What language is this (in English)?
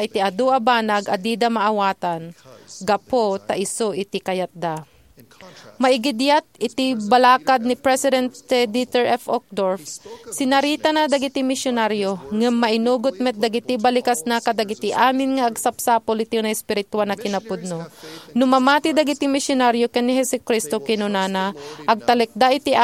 Iloko